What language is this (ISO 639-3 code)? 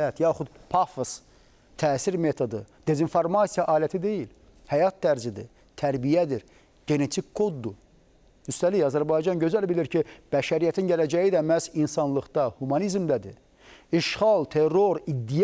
aze